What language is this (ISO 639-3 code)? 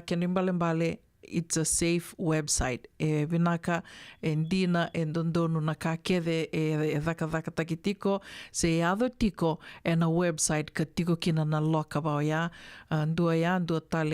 fij